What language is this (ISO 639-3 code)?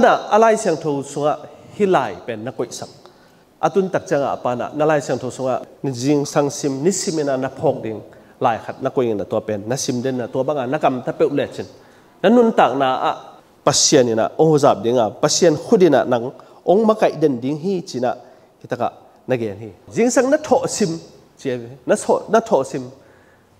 ctd